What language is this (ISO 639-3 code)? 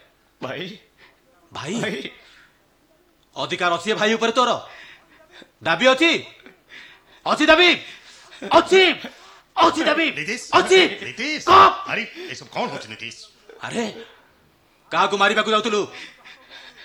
ori